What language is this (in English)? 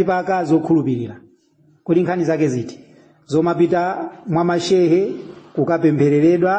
Nyanja